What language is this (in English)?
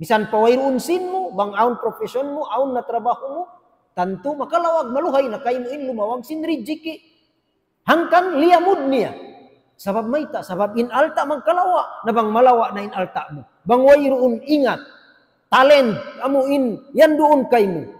Tausug